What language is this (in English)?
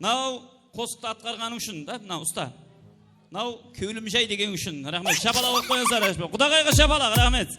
Kara-Kalpak